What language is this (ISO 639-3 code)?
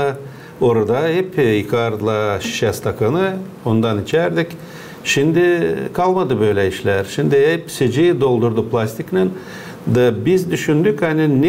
gag